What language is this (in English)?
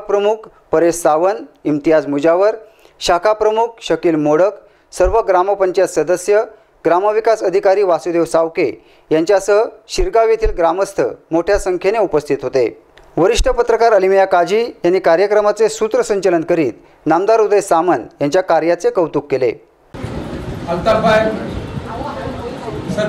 Marathi